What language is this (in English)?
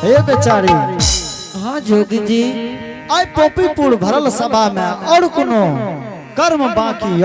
Angika